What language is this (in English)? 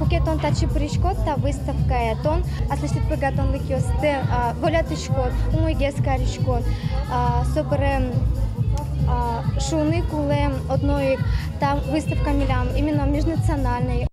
Udmurt